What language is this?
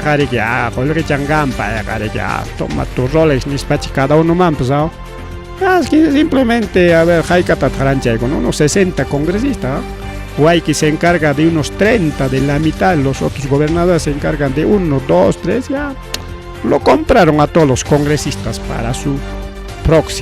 Ayacucho Quechua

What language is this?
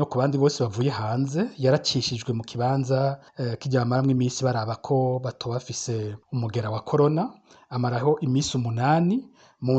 Rundi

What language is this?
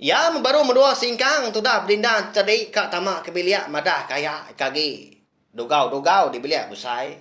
Iban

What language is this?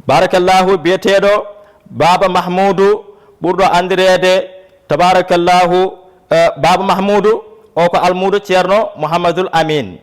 Fula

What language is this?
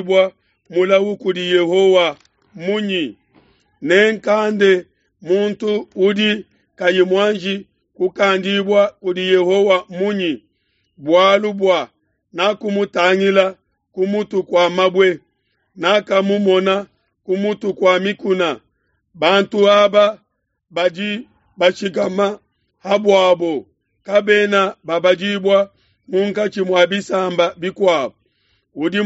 Luba-Lulua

